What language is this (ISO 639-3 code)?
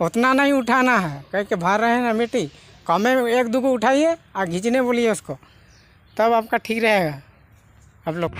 sat